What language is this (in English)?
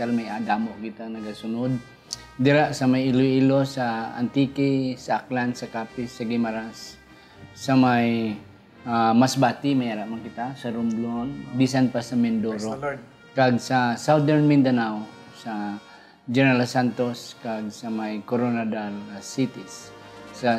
Hiligaynon